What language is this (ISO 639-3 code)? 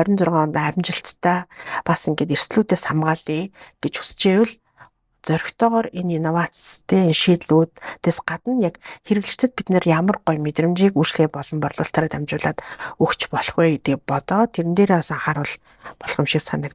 mon